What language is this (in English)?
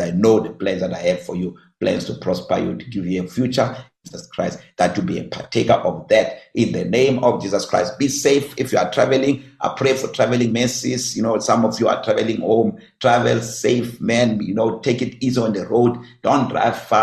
English